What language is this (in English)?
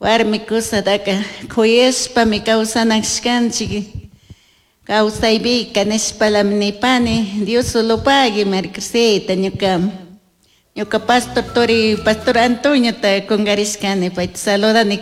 Chimborazo Highland Quichua